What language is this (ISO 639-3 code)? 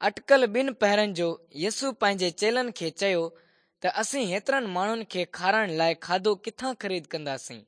snd